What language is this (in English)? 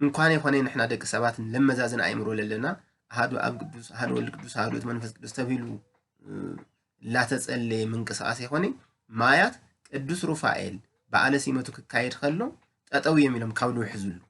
Tigrinya